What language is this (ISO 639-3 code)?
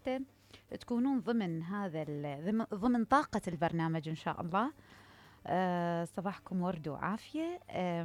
acm